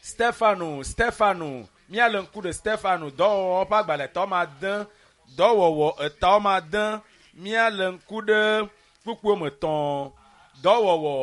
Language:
Ewe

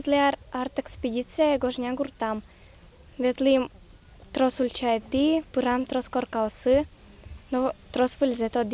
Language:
Udmurt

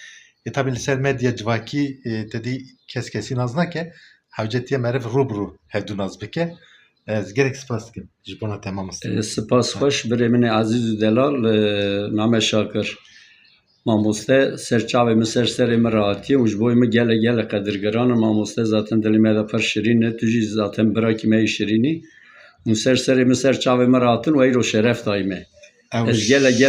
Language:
Kurdish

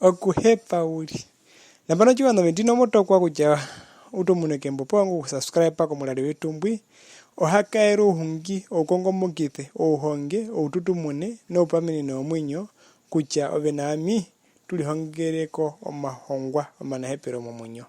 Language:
Herero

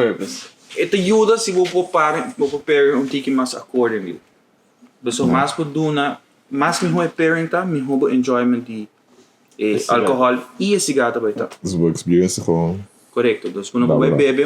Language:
Papiamento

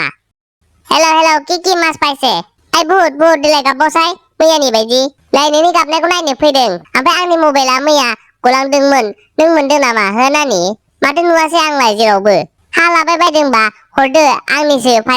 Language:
Bodo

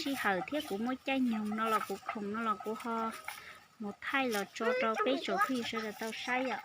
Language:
Hmong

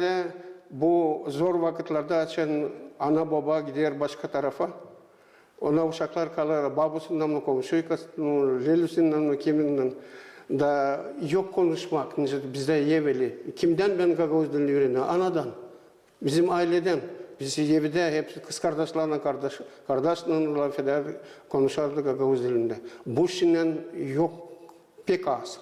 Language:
Gagauz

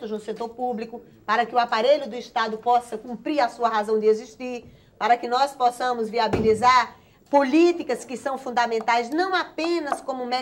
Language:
Portuguese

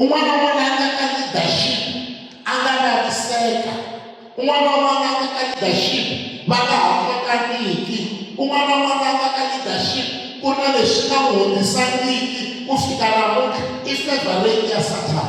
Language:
Tsonga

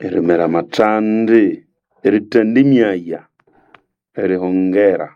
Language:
Nande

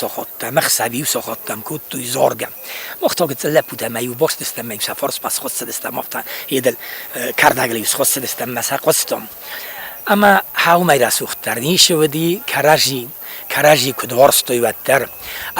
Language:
Ossetic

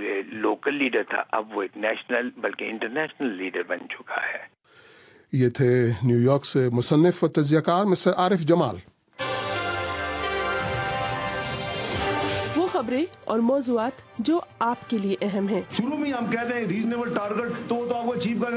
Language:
Urdu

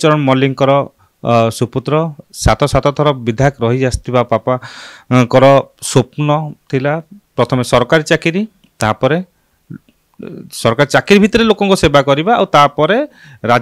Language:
Odia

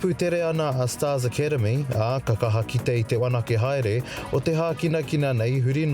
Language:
Māori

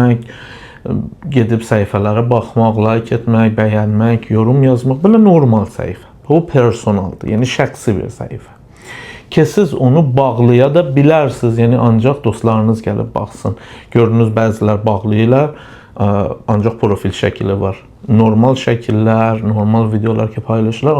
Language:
Azerbaijani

